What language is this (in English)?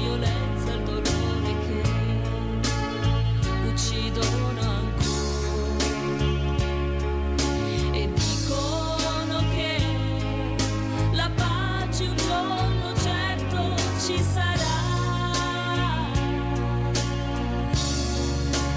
Italian